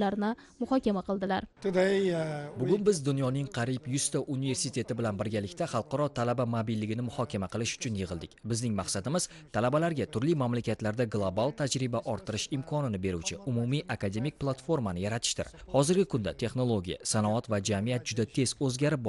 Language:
Uzbek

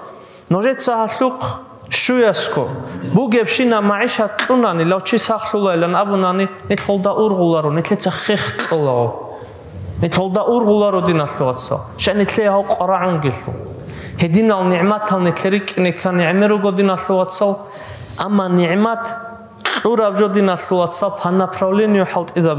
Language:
Avaric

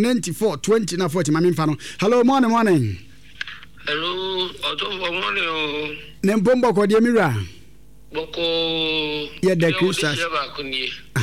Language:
Akan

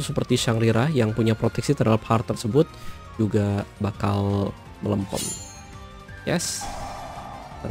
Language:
Indonesian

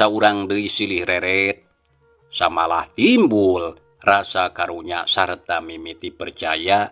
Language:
Sundanese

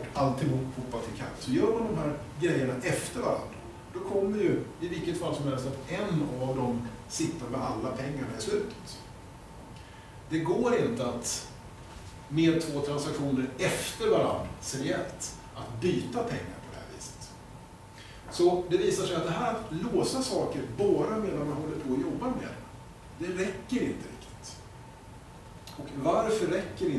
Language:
Swedish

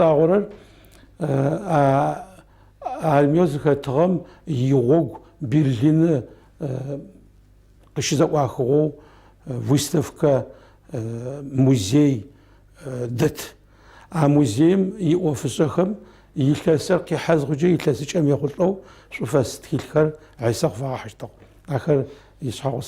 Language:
Adyghe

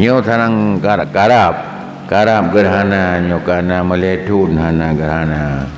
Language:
Achinese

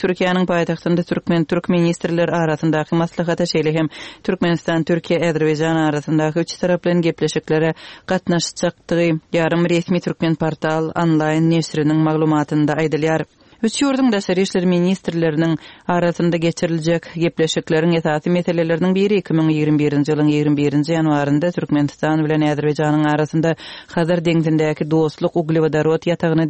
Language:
Turkmen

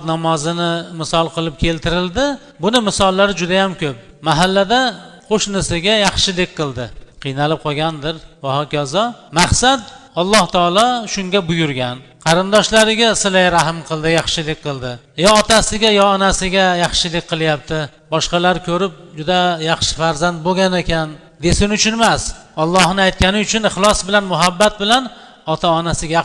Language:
Uzbek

